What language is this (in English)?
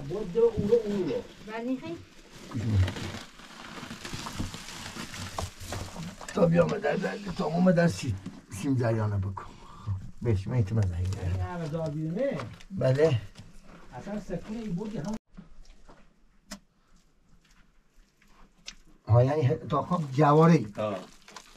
Persian